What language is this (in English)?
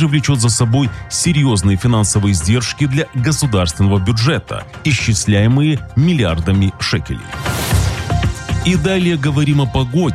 Russian